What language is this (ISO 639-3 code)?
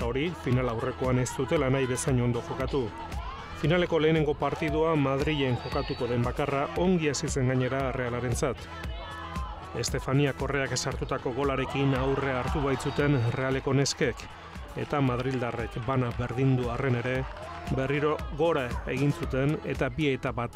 eus